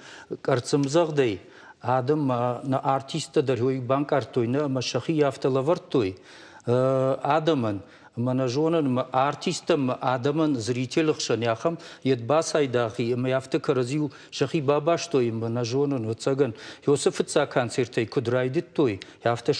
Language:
Ossetic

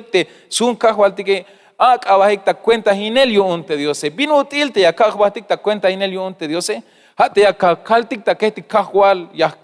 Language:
Tzeltal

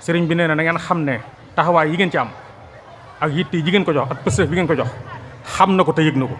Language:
Wolof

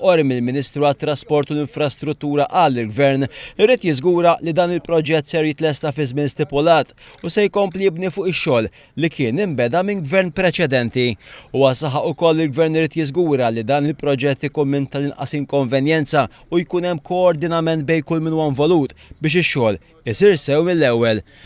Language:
Maltese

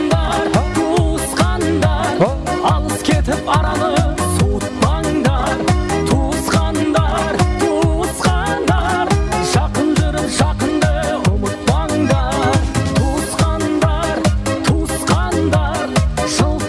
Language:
Kara-Kalpak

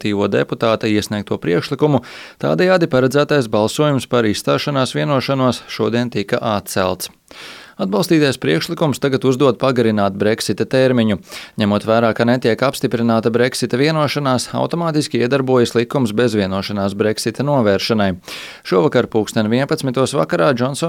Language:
Latvian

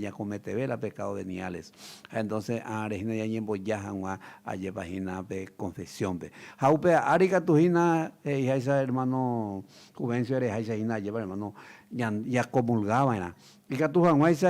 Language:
Guarani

